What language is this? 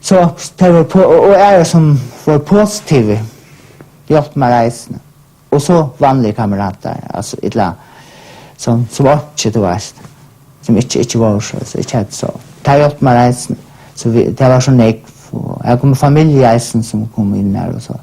Faroese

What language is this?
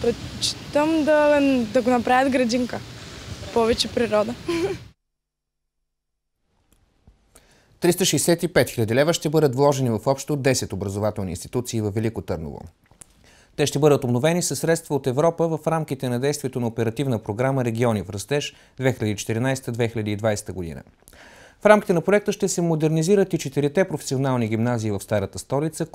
Bulgarian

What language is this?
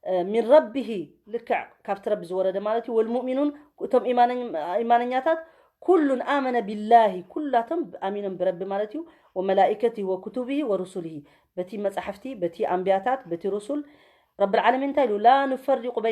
Tigrinya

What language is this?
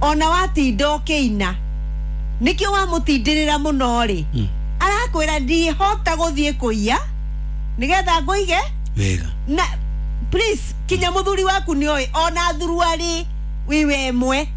Kikuyu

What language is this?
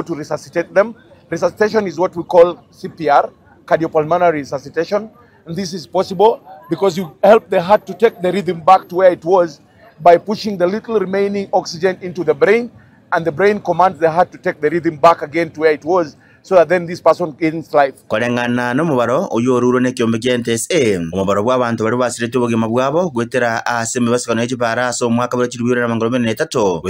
Gusii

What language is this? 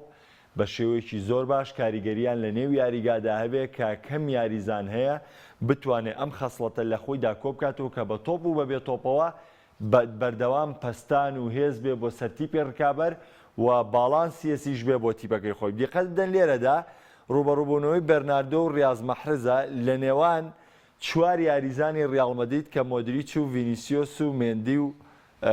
Central Kurdish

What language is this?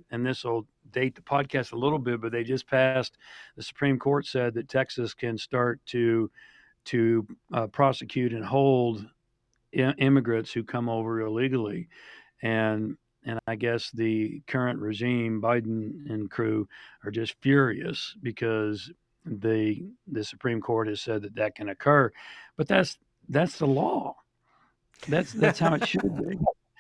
English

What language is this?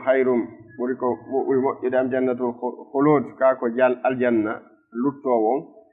Fula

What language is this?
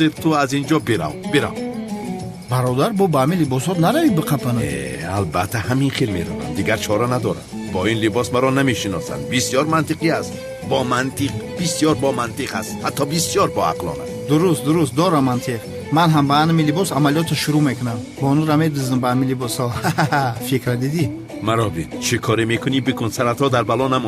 Tajik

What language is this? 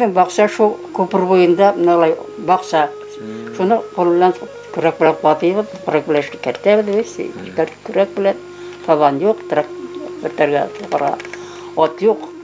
Bashkir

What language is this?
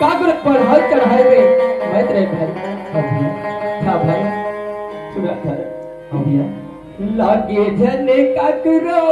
Chhattisgarhi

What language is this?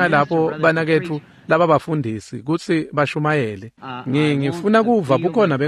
Swati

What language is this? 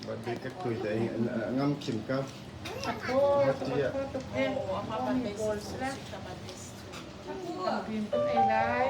Hakha Chin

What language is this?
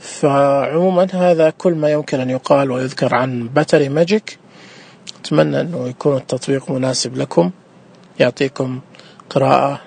Najdi Arabic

